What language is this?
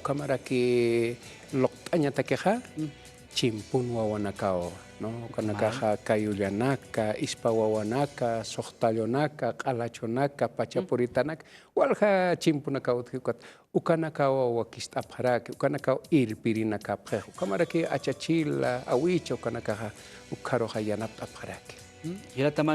Aymara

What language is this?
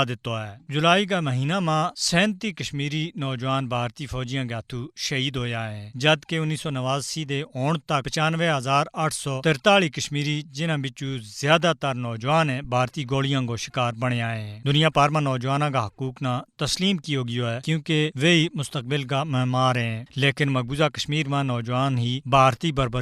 Gujari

